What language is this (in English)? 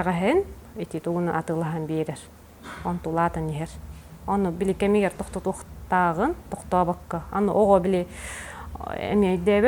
Yakut